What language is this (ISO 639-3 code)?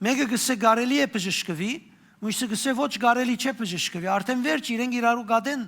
hyw